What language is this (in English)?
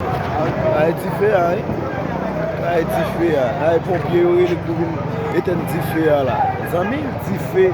Haitian Creole